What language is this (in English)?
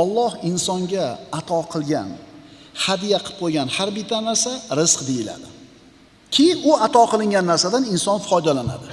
Uzbek